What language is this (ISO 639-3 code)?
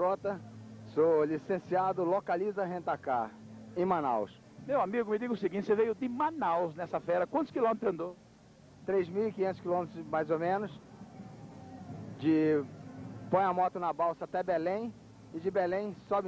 por